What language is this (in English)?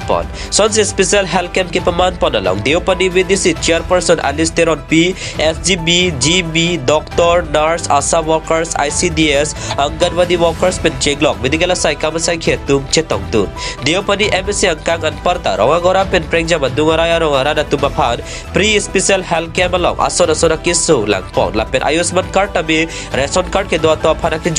Karbi